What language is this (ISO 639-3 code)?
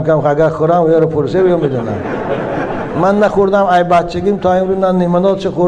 tgk